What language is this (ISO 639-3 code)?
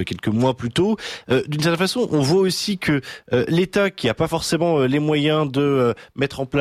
fra